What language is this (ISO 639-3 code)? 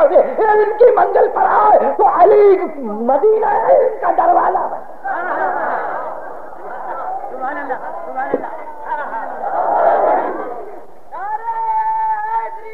urd